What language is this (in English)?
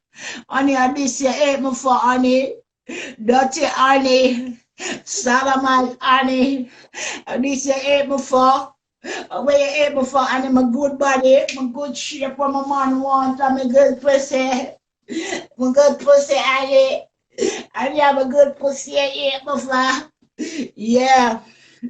Jamaican Creole English